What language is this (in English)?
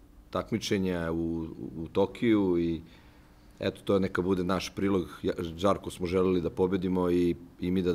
Serbian